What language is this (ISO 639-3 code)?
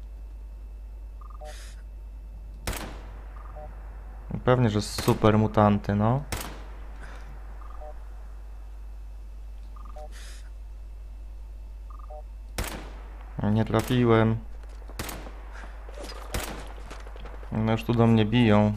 pol